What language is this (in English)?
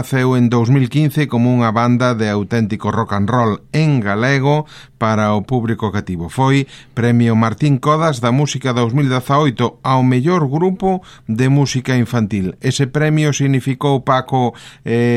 Galician